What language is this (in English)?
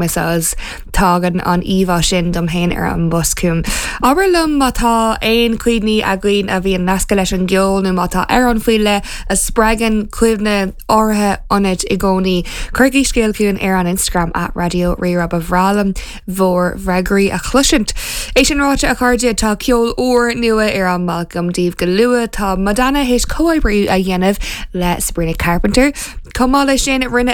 Irish